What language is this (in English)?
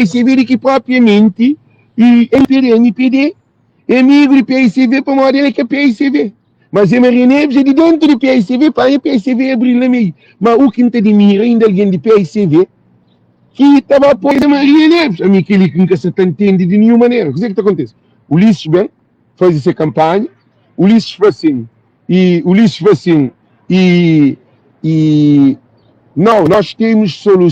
Kabuverdianu